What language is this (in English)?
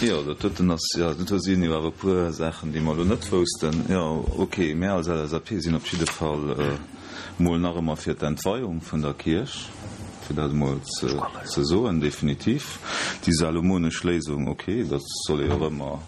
Luxembourgish